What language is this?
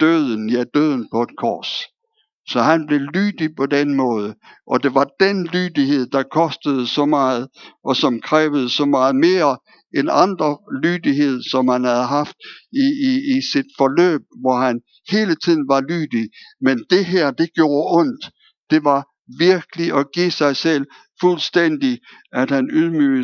Danish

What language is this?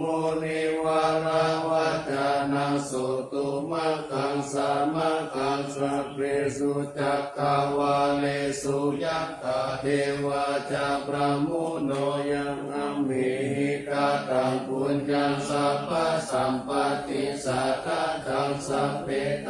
Pali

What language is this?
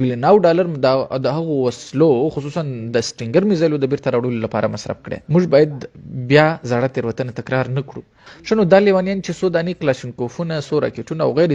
Pashto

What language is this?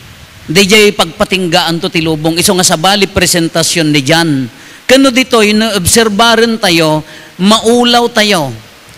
Iloko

